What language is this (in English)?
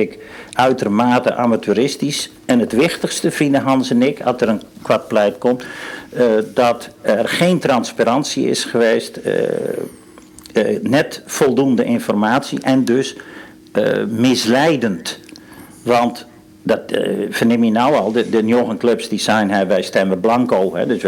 Western Frisian